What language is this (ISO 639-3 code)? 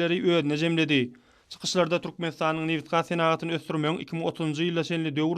tuk